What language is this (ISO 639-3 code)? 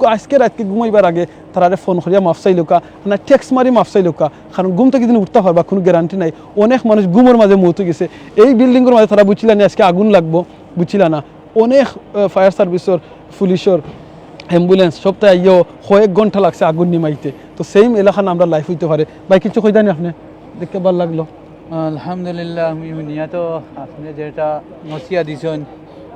syl